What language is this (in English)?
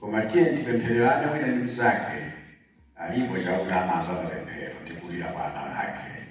Nyanja